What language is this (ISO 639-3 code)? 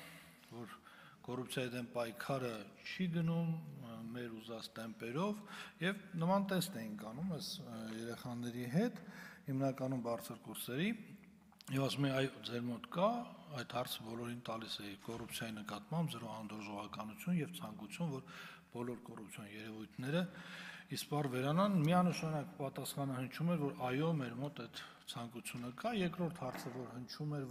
hye